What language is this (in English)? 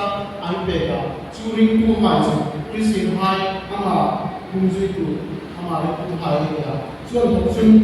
Hmar